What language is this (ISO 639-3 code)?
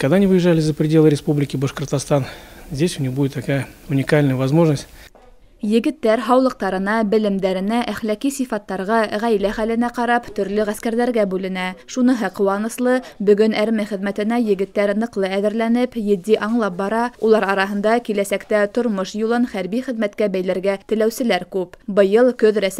bak